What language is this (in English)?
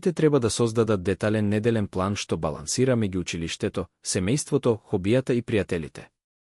Macedonian